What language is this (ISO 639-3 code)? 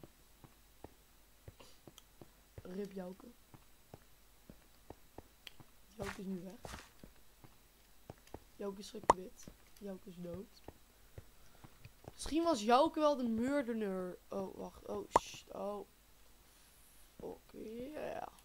nld